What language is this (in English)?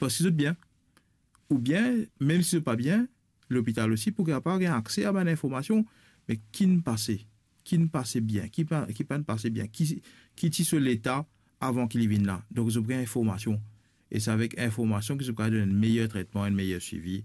Morisyen